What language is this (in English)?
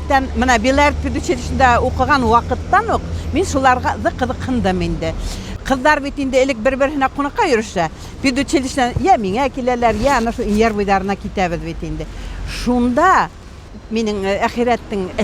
Bashkir